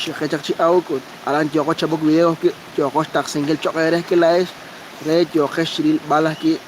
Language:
Kekchí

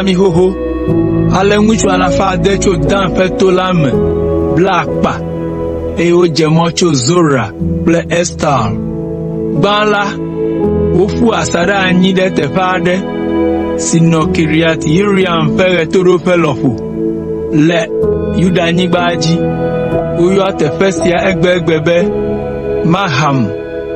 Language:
Ewe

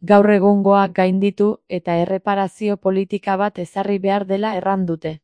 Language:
Basque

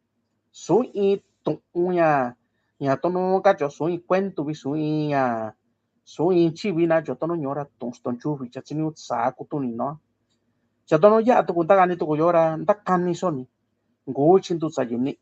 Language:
Mixtepec Mixtec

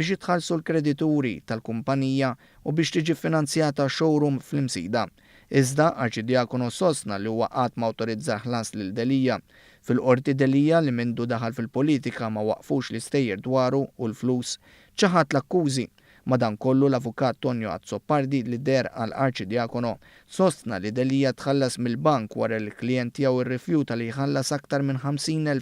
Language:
Maltese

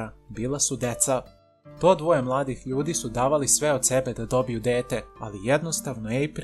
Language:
Serbian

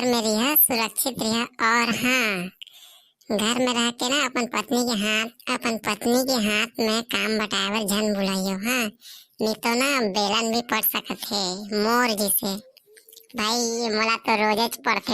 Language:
Chhattisgarhi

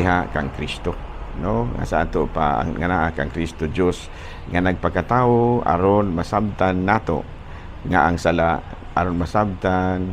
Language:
Cebuano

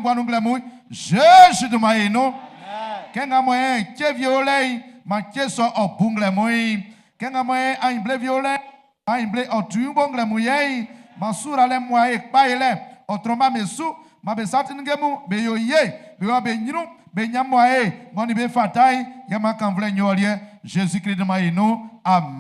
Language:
Baoulé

